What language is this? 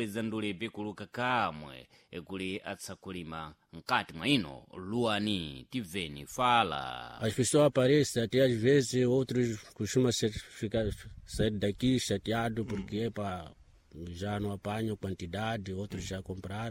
Sena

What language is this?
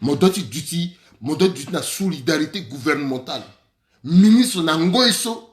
Sango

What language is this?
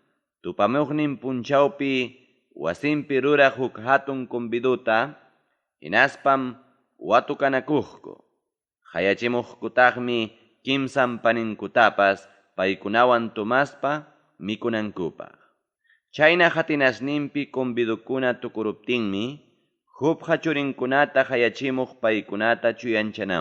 Ayacucho Quechua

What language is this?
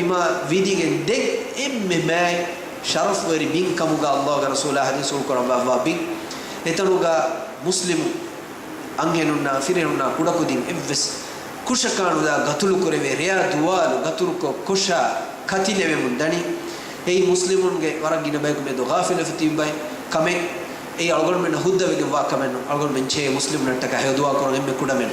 Divehi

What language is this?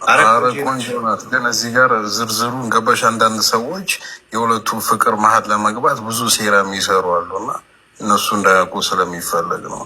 Amharic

